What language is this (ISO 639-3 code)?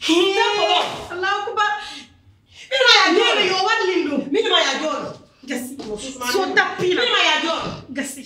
fuf